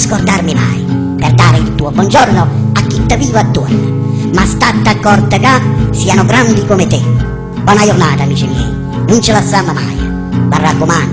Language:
Neapolitan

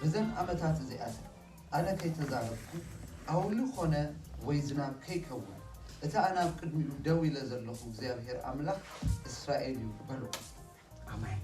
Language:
Tigrinya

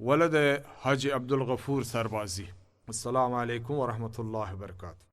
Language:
Baluchi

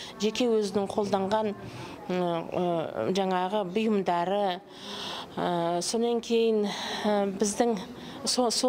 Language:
Kazakh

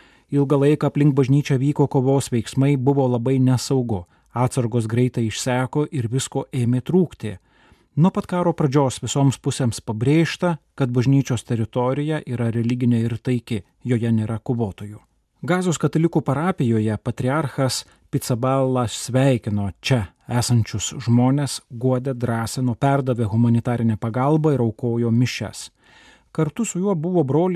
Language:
Lithuanian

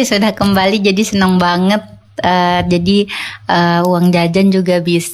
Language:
Indonesian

